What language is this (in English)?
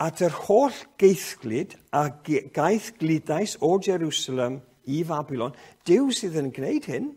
Welsh